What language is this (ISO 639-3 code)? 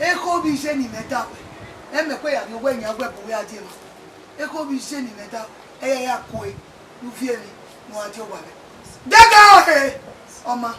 bin